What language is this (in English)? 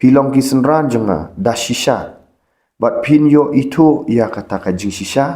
Khasi